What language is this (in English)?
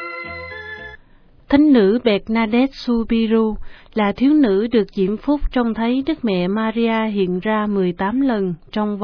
Vietnamese